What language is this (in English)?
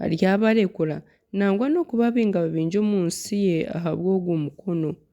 Nyankole